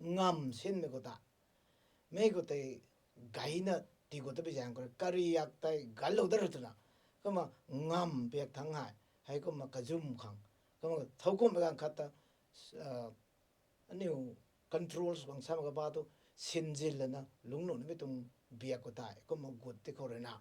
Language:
Rongmei Naga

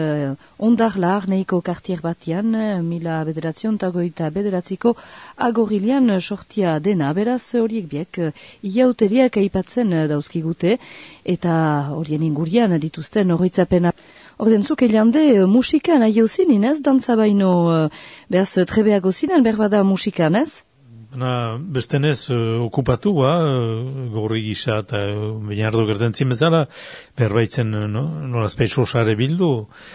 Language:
Basque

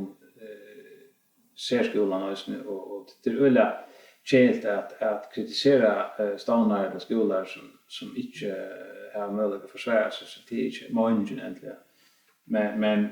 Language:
Faroese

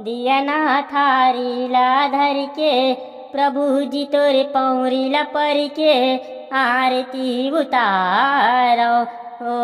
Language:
Chhattisgarhi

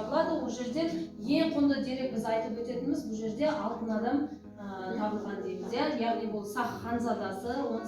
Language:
Kazakh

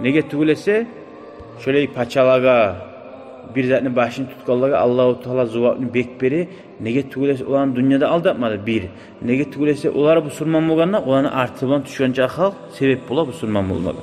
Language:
Kumyk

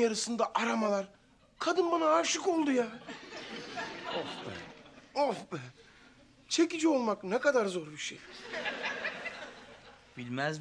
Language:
Turkish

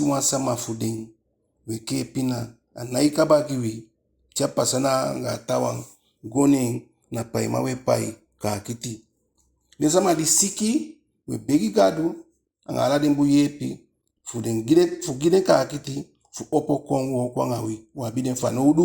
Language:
Eastern Maroon Creole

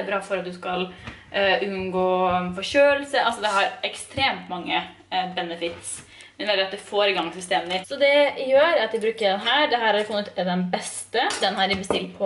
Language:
Norwegian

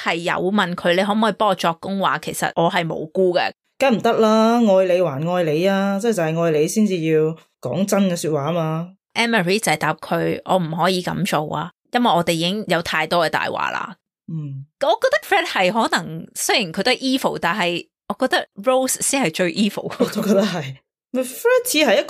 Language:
Cantonese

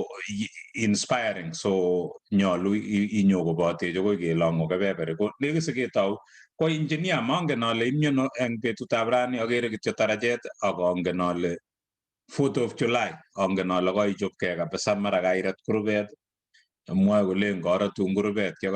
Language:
Kalenjin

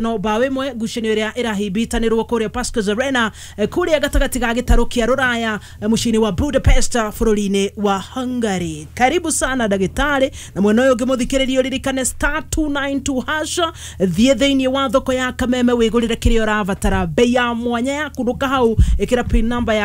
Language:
Kikuyu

